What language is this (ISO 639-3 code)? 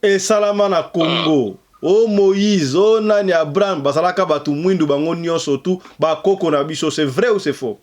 lin